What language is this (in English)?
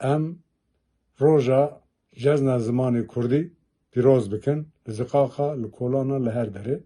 Kurdish